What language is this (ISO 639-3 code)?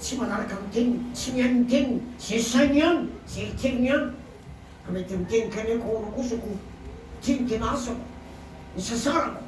mlg